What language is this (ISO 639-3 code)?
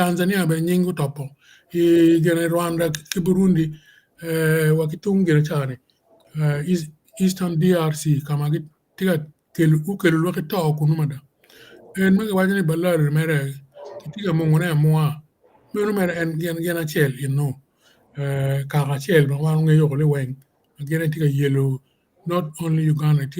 ach